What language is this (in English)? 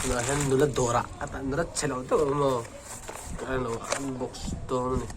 Mizo